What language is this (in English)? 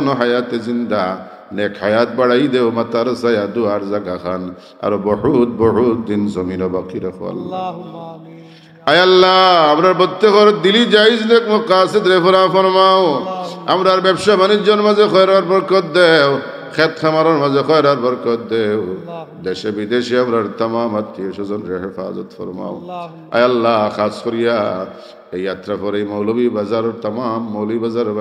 Sylheti